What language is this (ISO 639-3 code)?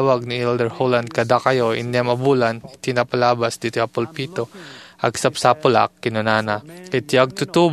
ilo